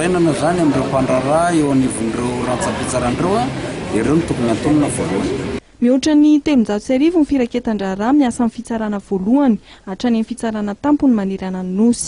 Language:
Malagasy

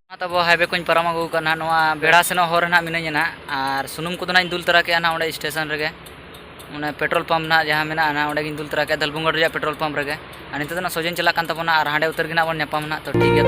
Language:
Santali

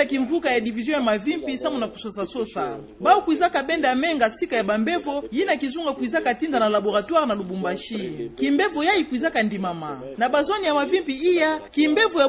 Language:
Kituba (Democratic Republic of Congo)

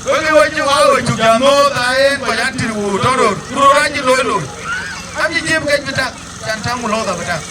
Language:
Dinka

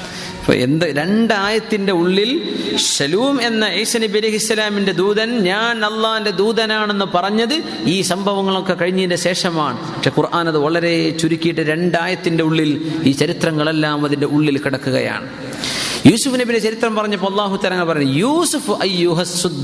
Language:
Malayalam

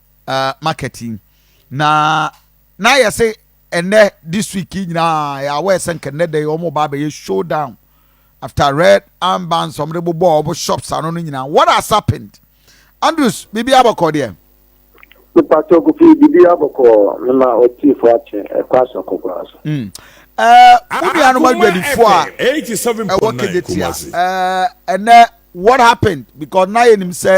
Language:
Akan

